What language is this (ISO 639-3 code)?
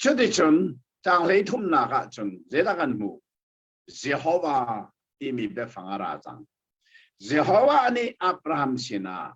cnh